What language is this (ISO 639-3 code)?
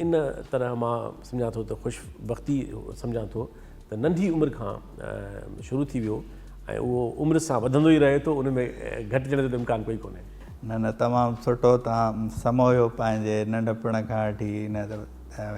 snd